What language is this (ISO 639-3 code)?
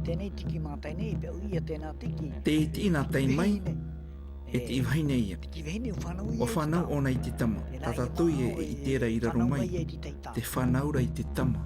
tah